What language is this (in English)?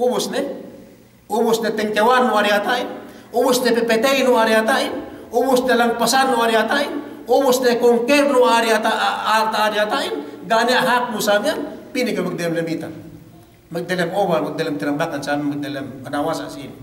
Yakan